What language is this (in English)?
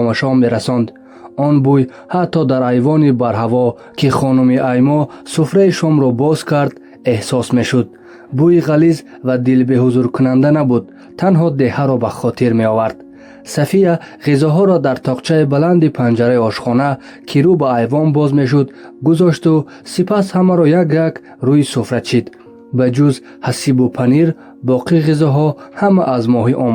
Tajik